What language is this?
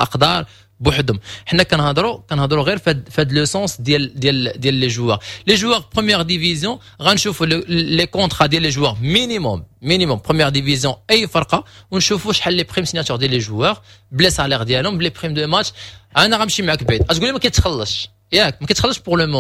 Moroccan Arabic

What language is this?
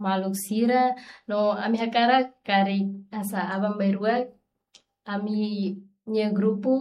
Tetum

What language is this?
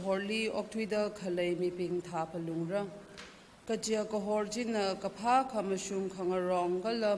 Tangkhul Naga (India)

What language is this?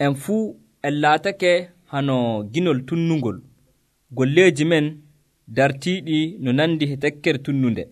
Nigerian Fulfulde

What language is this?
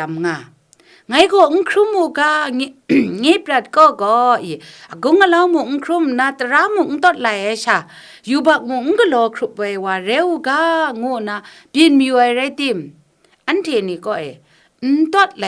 Kachin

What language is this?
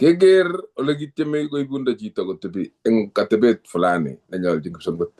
Kalenjin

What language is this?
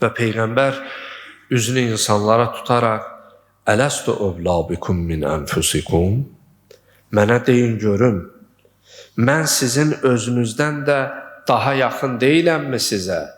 Azerbaijani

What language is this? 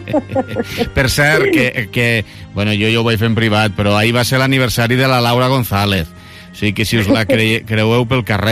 Catalan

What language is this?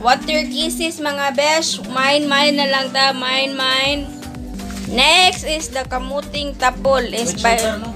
Cebuano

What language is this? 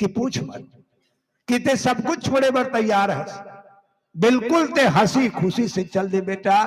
Chhattisgarhi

